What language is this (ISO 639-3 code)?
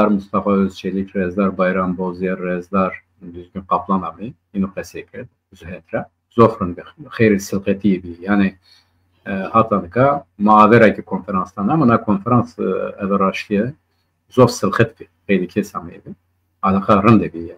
zza